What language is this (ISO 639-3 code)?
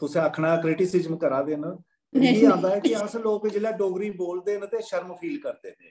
doi